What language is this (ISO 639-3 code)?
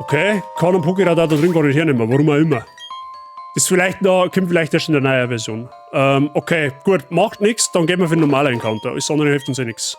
bar